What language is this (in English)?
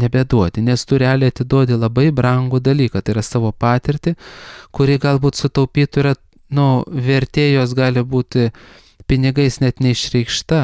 Lithuanian